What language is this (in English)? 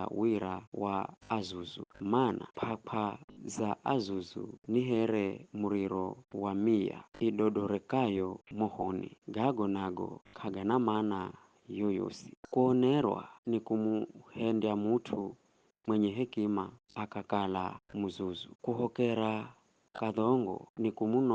Giryama